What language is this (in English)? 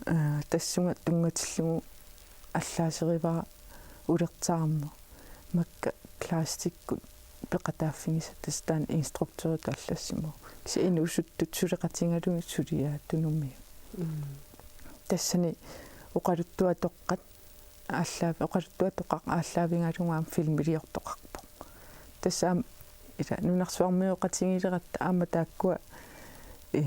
Kalaallisut